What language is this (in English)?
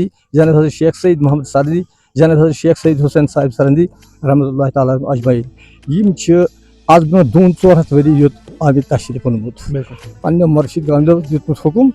Kashmiri